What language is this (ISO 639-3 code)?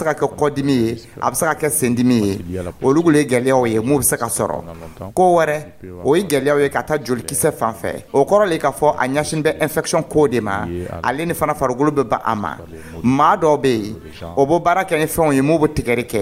dyu